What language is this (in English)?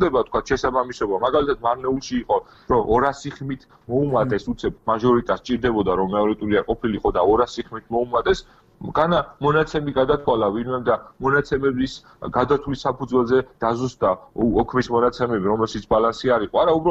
Georgian